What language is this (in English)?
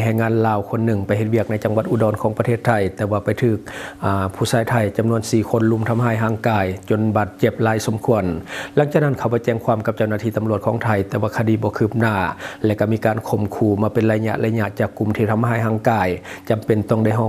Lao